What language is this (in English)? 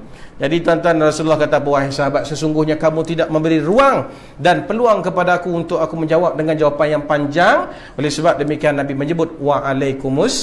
Malay